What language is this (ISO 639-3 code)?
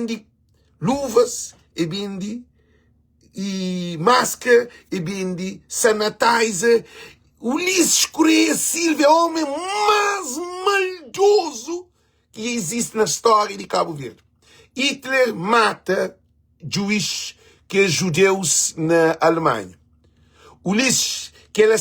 kea